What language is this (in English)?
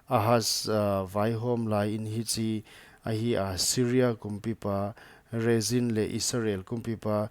Paite Chin